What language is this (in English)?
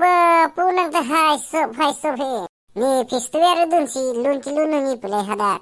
Karbi